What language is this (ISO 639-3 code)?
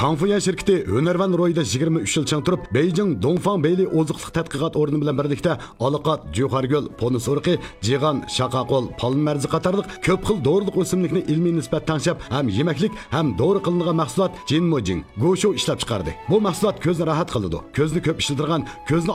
uig